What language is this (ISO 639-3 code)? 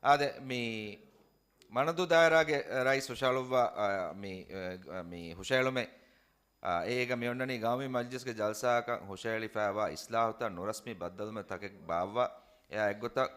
div